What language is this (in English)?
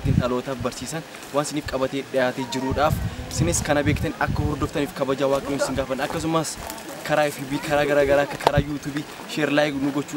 Oromo